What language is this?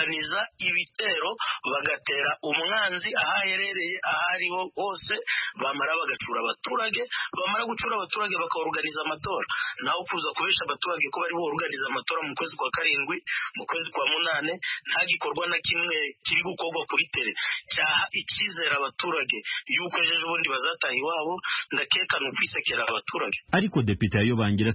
Kinyarwanda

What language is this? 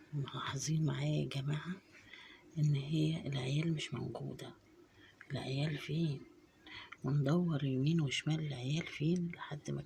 Egyptian Arabic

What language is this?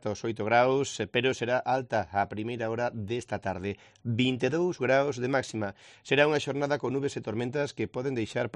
Galician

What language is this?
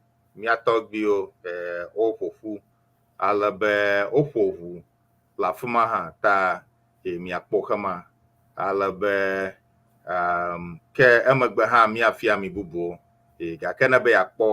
Ewe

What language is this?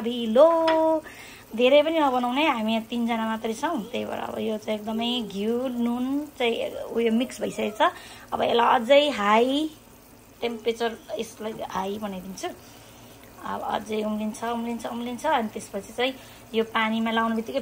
Nepali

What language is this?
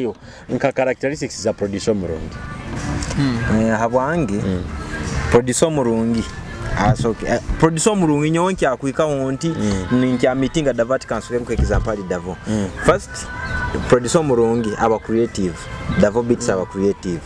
Nyoro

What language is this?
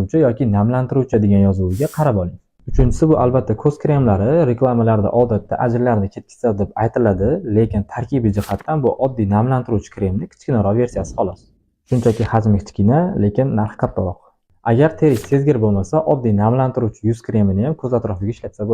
Uzbek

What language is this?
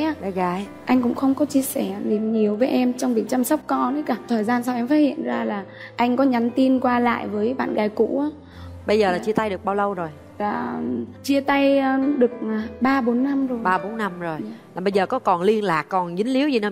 Vietnamese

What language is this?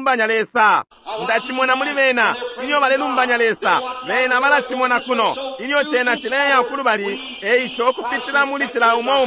Bemba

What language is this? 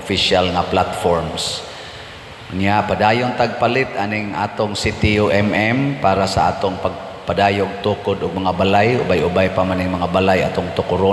Cebuano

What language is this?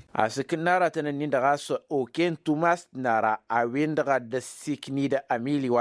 Tamasheq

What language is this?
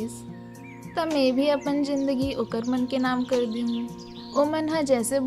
Chhattisgarhi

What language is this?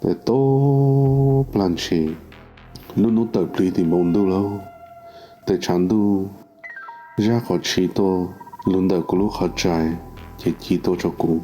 Hmong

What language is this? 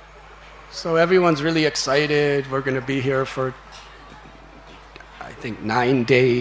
English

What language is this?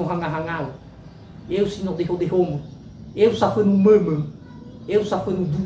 Nias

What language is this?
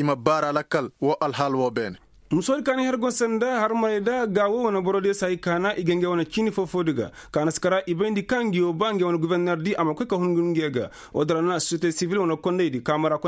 Koyraboro Senni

